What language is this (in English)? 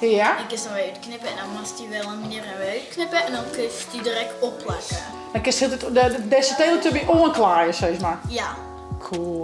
Western Frisian